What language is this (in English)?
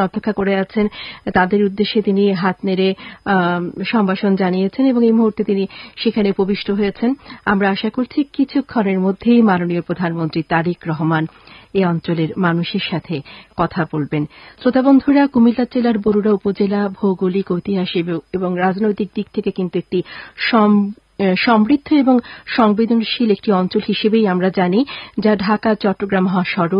Bangla